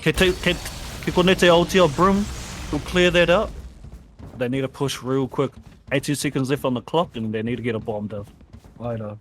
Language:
Māori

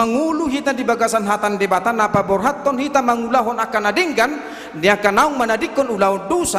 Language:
Batak Toba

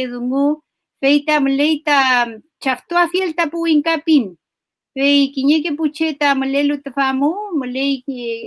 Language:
Mapuche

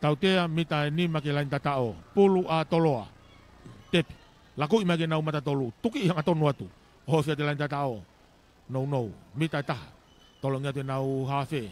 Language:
Tongan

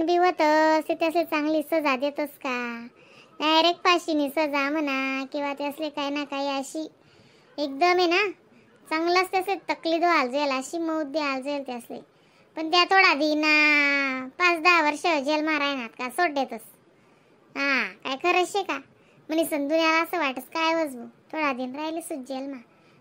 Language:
Khandesi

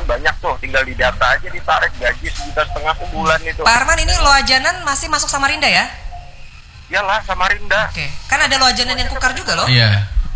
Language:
Indonesian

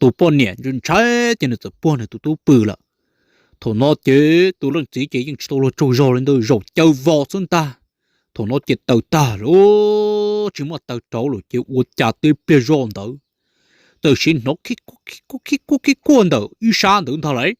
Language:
Hmong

